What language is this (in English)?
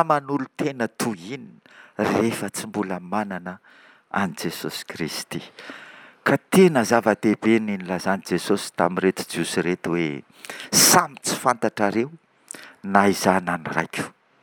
Malagasy